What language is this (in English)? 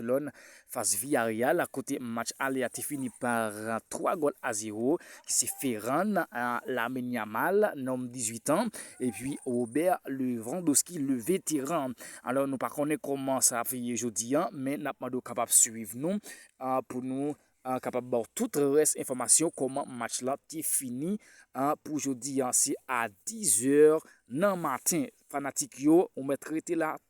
Haitian Creole